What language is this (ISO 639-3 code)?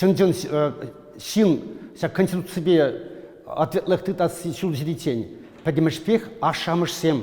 chv